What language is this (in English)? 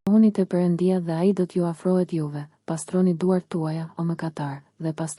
Albanian